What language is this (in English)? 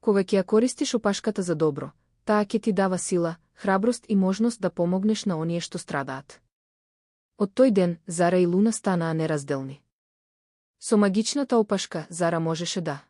Macedonian